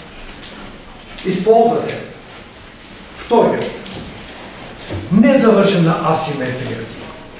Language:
Bulgarian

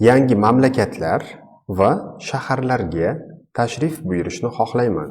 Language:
Uzbek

